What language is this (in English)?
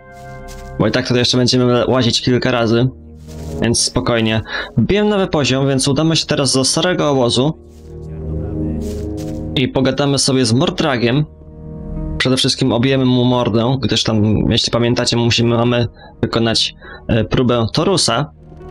Polish